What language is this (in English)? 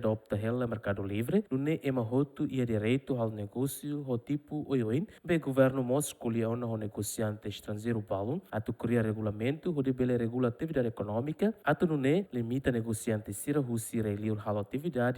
Tetum